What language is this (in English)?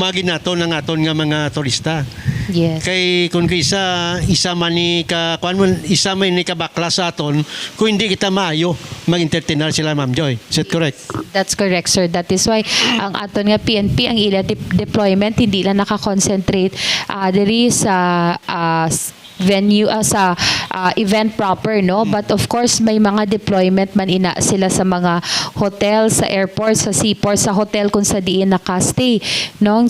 Hiligaynon